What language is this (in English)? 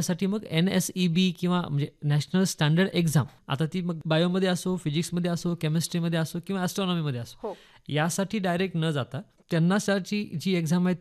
Marathi